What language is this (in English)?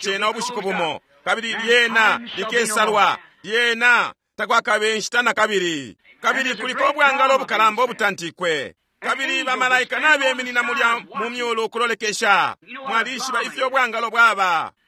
Bemba